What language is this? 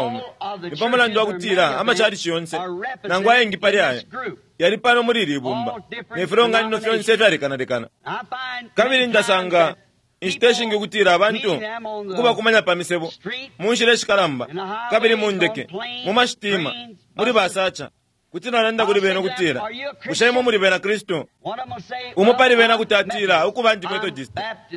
Bemba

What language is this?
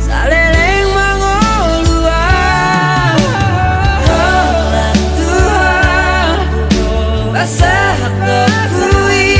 Batak Toba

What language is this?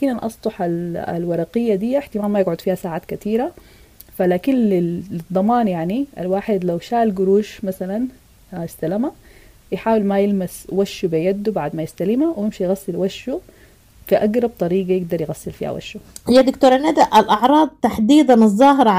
Sudanese Arabic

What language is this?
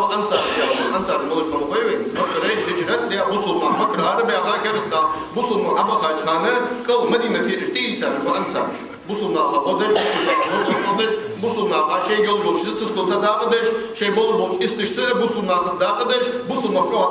Ingush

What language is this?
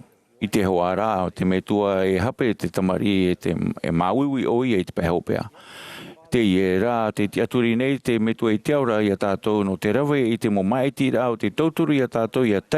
Tahitian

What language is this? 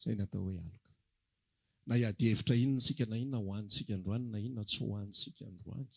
Malagasy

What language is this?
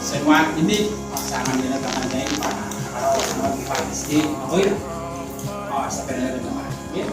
Gilbertese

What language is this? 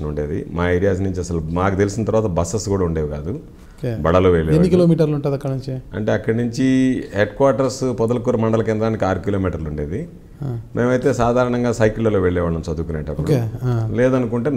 Telugu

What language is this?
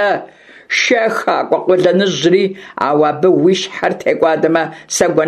Kabardian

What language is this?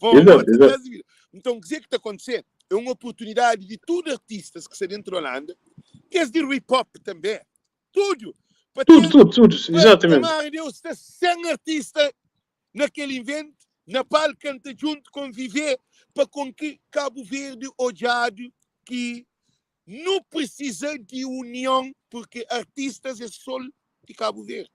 Kabuverdianu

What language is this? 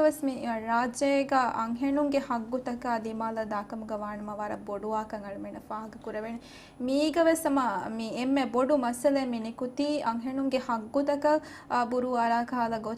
Divehi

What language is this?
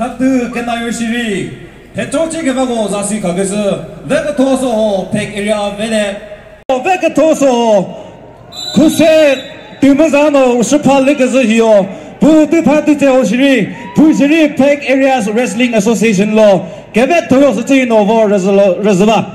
Chokri Naga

